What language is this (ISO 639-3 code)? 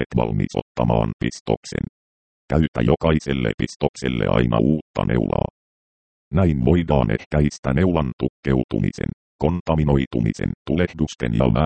fin